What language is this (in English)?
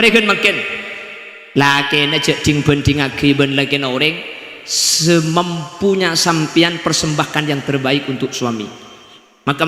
Madurese